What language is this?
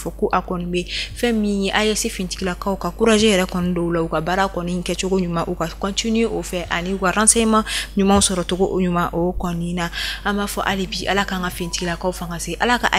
Bambara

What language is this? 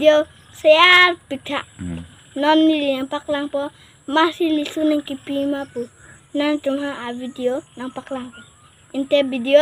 Karbi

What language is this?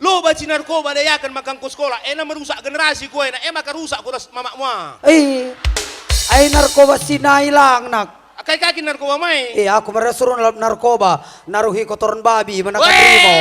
Batak Karo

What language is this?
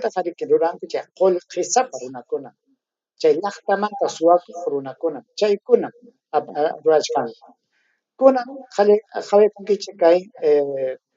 Ayacucho Quechua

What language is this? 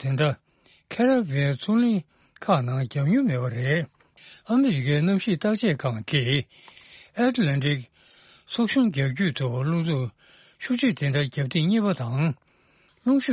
Tibetan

